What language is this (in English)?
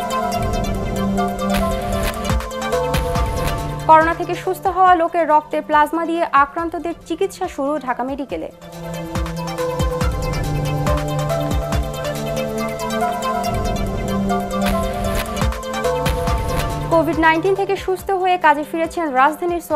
Bangla